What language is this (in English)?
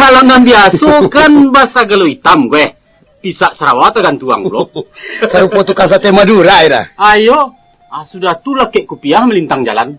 Minangkabau